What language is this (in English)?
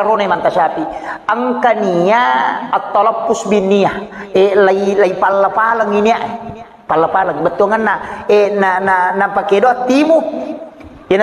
Buginese